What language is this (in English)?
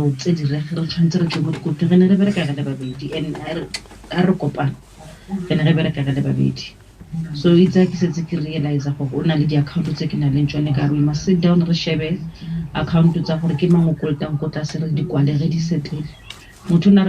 Southern Sotho